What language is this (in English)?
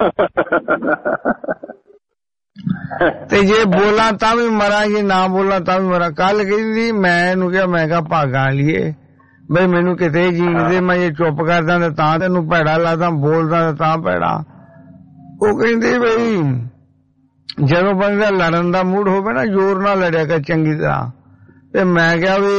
Punjabi